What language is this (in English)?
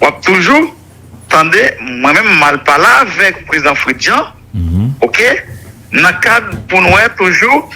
Haitian Creole